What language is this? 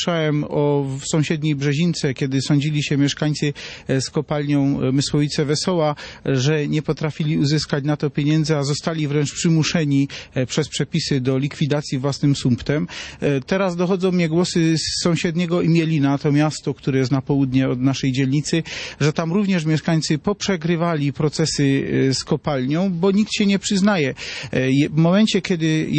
Polish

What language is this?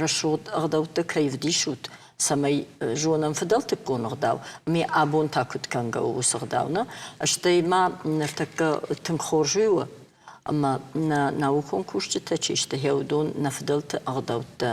Ossetic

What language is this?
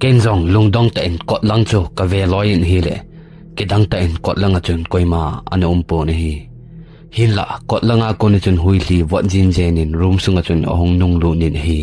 Thado Chin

